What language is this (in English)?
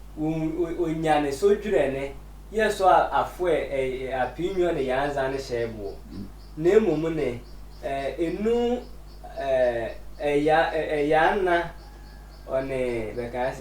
Sehwi